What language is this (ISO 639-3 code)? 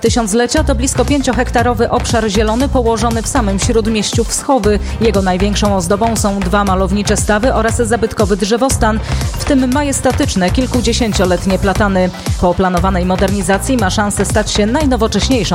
pol